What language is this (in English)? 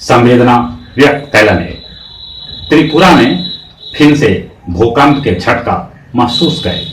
Magahi